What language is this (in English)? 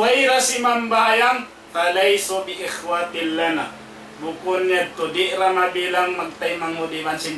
Tausug